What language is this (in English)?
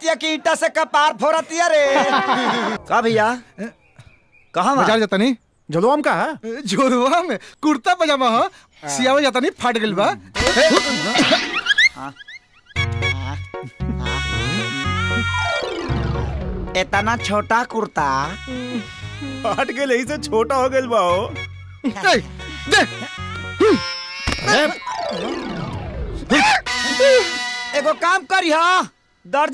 Bhojpuri